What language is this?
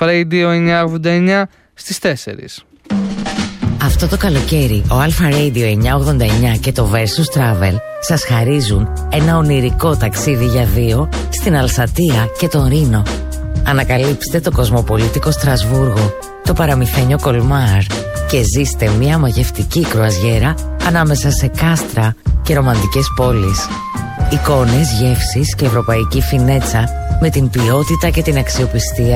Greek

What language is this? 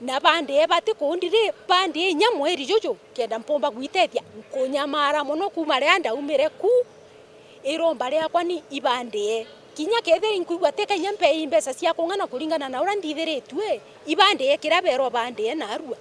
Meru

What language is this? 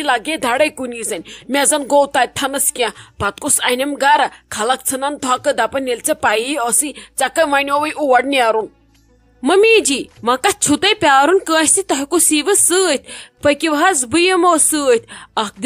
Kashmiri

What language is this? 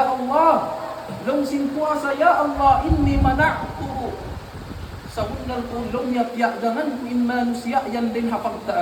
Tausug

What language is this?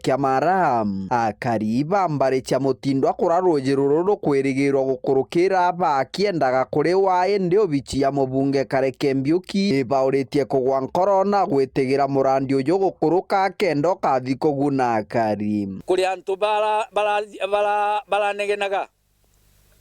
Meru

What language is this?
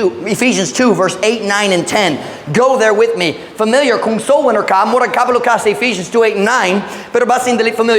Cebuano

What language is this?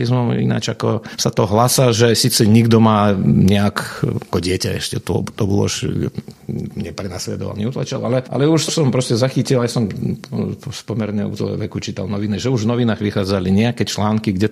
Slovak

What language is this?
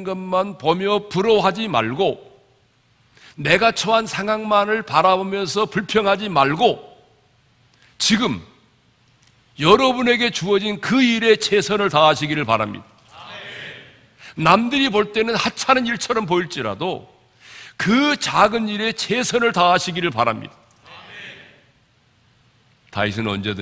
Korean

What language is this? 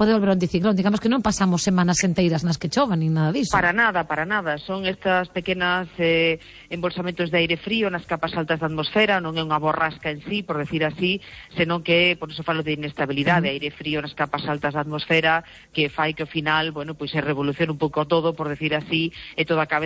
Galician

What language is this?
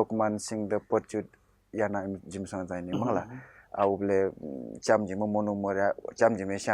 Newari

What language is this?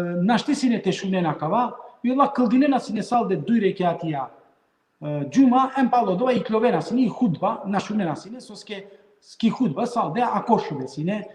Balkan Romani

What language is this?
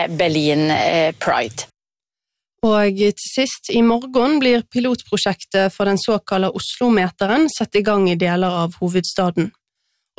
Norwegian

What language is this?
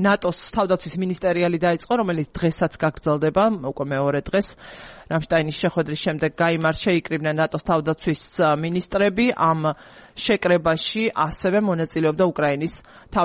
Georgian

